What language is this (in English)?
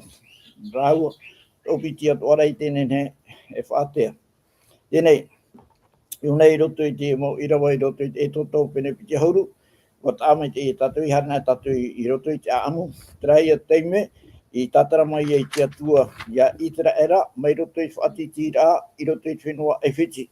Tahitian